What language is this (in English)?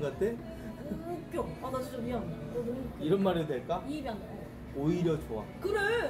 Korean